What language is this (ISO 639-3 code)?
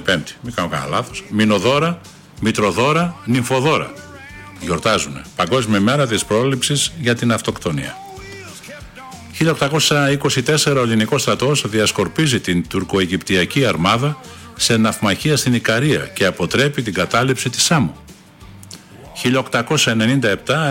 ell